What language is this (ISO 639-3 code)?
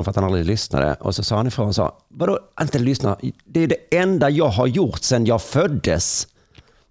swe